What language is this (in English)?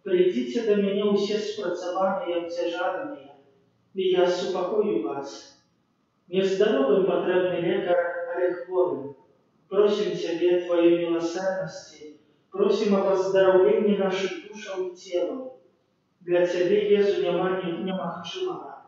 Belarusian